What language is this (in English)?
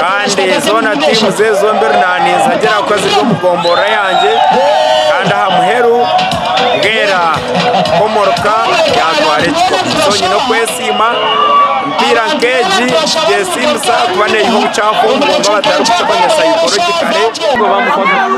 Nyankole